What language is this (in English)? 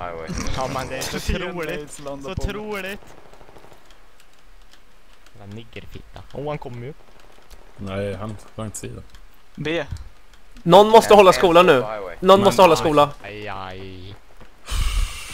Swedish